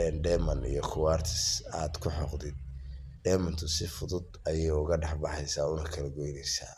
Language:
Somali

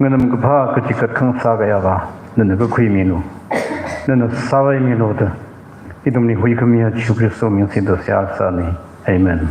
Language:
Tangkhul Naga (India)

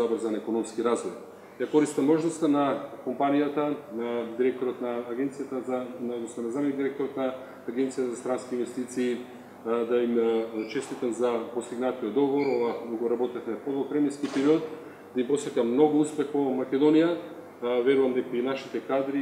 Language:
Macedonian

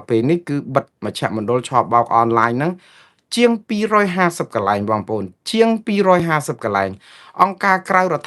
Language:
Khmer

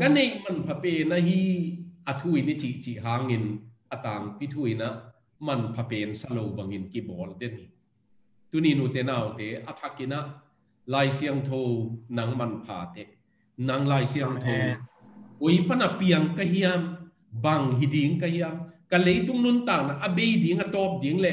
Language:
Tedim Chin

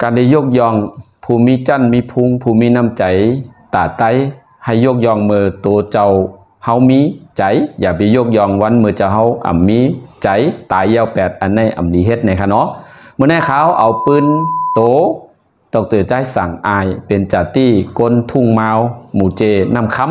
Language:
Shan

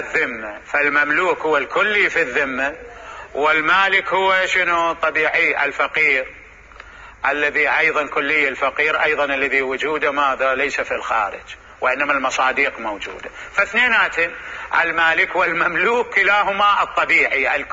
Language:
Mesopotamian Arabic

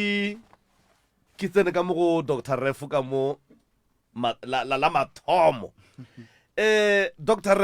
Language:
Northern Sotho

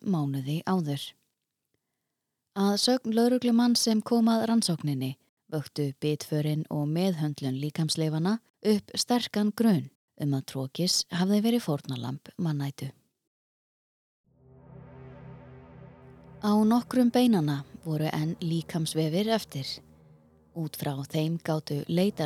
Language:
Icelandic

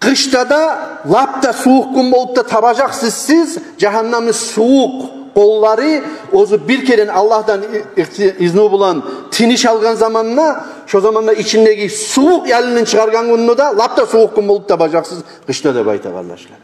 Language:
Kumyk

